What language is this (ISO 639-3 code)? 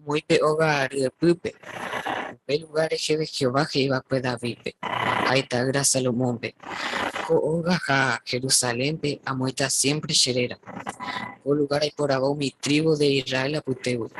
grn